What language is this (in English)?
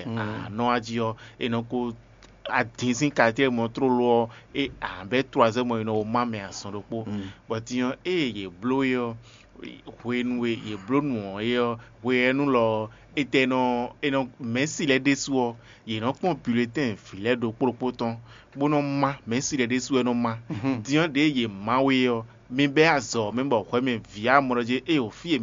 Fon